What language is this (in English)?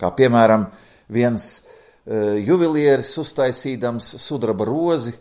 Latvian